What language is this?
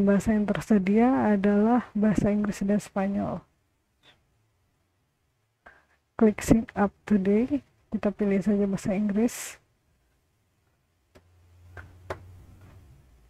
Indonesian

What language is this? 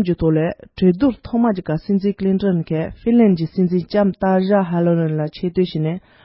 Tibetan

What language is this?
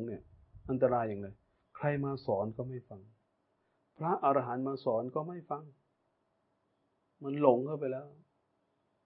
Thai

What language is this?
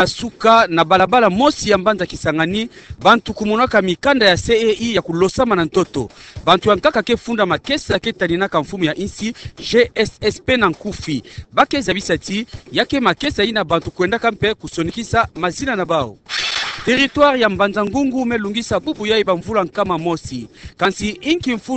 Kituba (Democratic Republic of Congo)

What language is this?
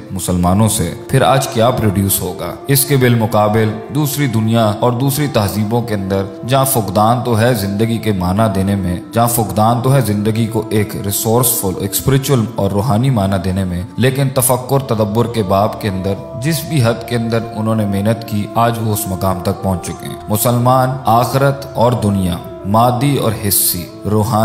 Urdu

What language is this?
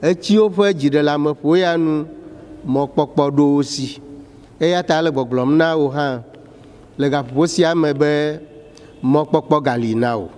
Ewe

